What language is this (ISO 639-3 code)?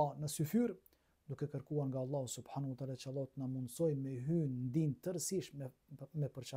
sqi